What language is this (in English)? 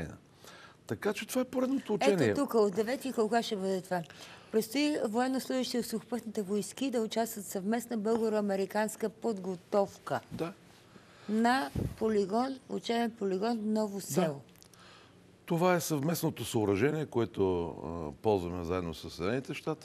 Bulgarian